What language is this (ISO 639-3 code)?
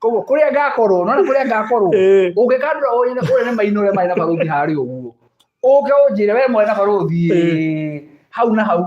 kik